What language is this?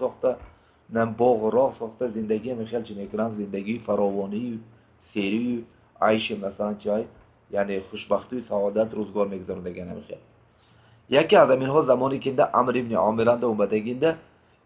Tajik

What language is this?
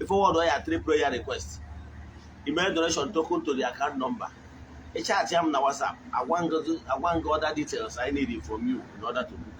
Igbo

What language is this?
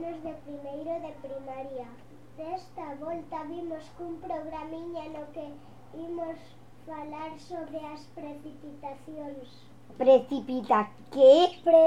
Galician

